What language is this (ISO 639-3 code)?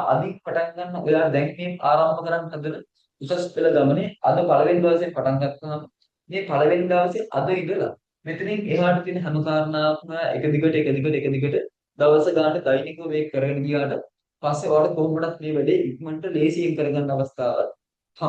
sin